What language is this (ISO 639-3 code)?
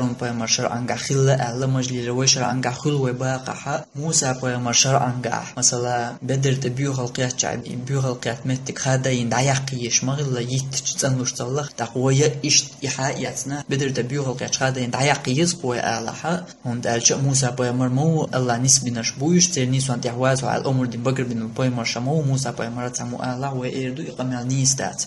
che